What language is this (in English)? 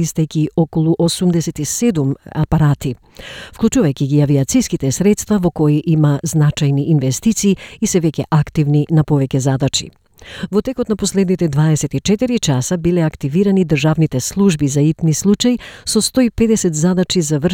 Macedonian